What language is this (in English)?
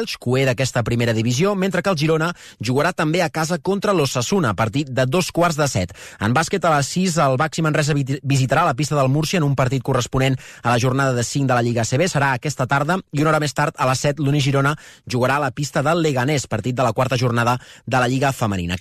Catalan